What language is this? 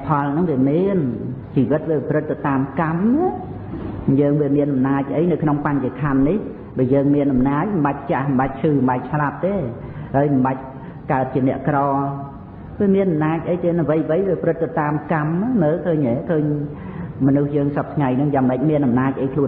Khmer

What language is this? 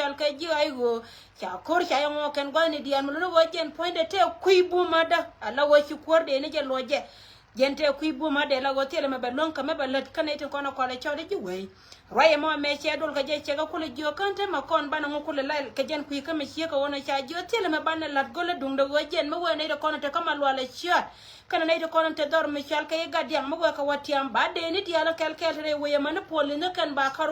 Nuer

